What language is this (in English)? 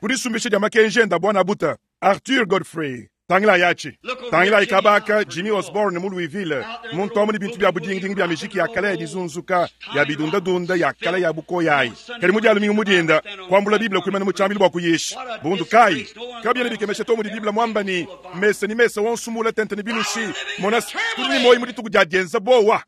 Luba-Lulua